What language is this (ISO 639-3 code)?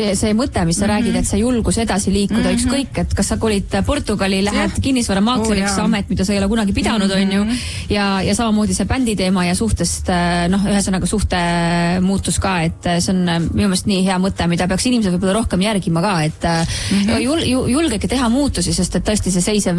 est